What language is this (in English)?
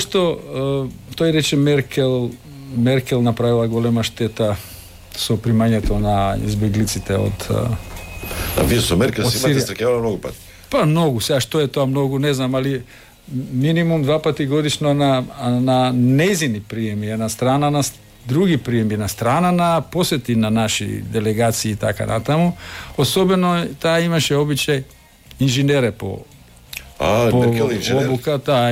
Macedonian